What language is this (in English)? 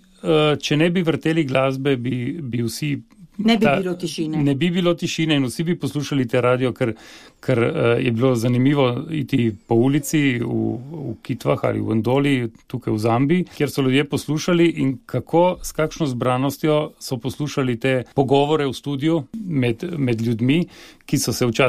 Slovenian